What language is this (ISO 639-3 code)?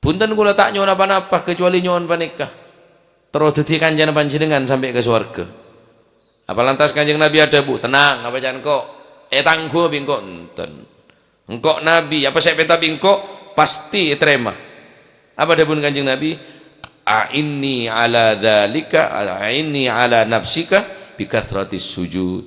mad